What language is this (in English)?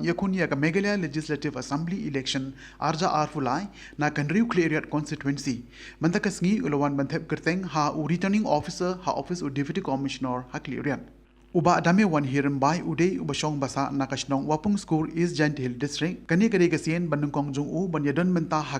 Khasi